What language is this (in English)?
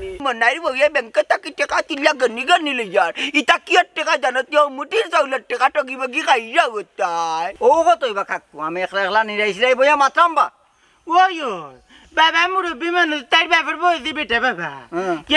Sylheti